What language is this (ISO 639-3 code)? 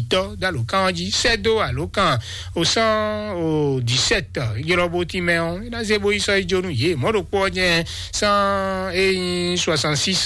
fon